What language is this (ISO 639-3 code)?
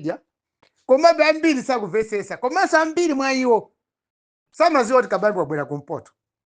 nya